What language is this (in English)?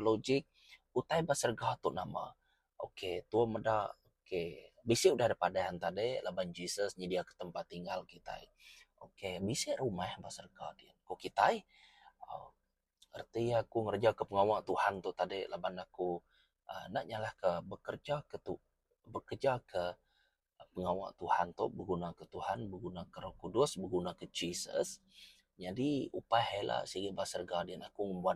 Iban